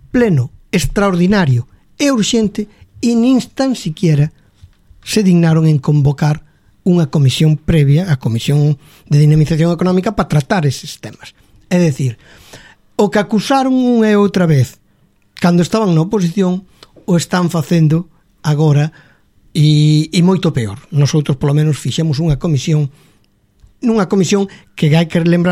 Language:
Galician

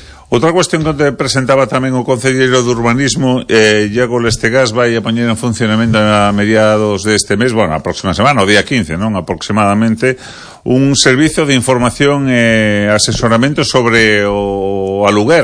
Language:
Galician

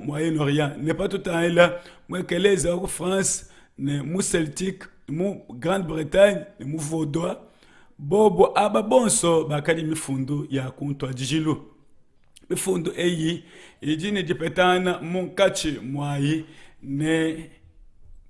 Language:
Luba-Lulua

